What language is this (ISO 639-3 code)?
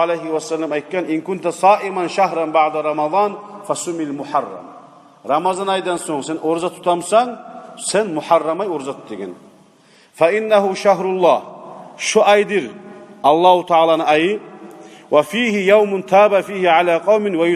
kum